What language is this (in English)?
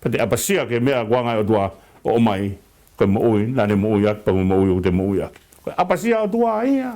Tongan